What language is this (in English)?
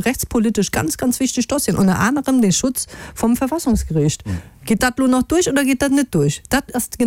Luxembourgish